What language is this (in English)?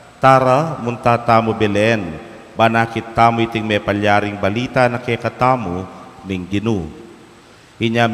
Pampanga